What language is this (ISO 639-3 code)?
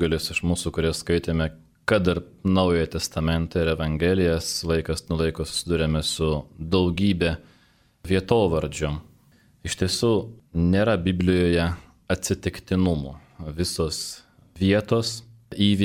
lit